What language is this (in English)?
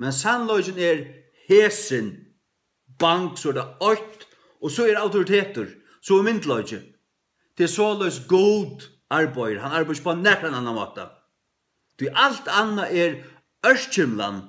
Faroese